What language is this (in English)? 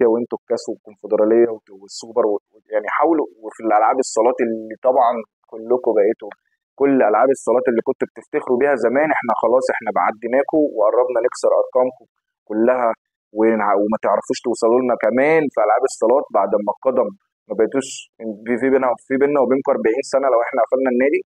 Egyptian Arabic